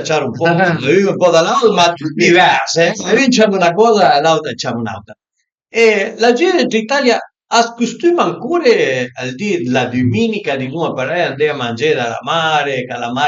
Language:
Piedmontese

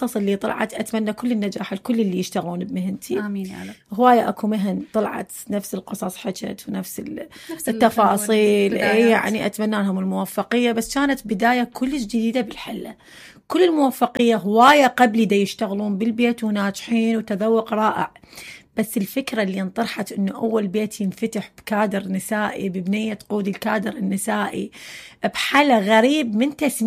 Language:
Mesopotamian Arabic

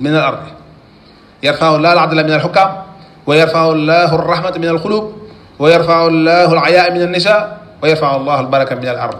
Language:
Wolof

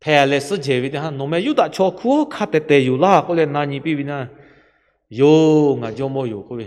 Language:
Lahu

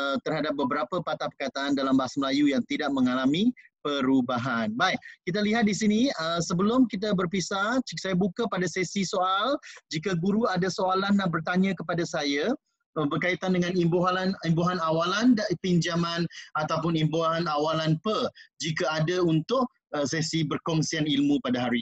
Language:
Malay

